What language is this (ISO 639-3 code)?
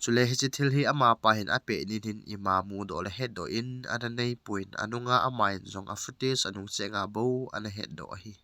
tcz